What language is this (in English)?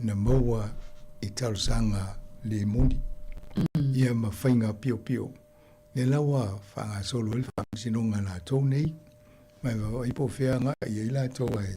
Samoan